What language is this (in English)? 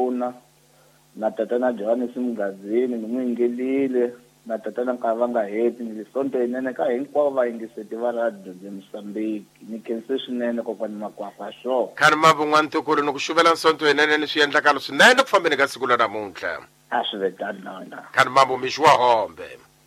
Tsonga